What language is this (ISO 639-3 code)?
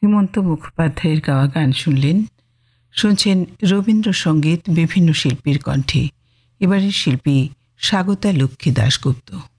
ben